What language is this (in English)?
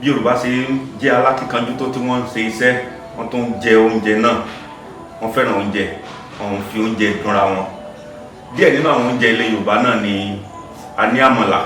Yoruba